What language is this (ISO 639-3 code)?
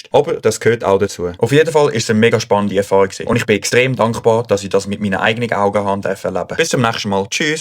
gsw